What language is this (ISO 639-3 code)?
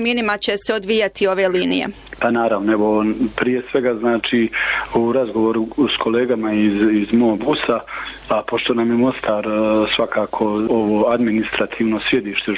bos